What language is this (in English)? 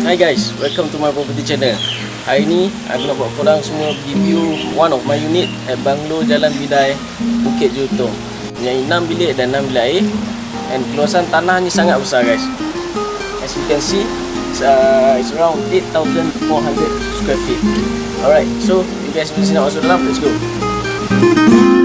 Malay